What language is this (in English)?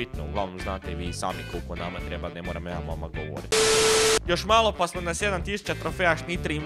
Croatian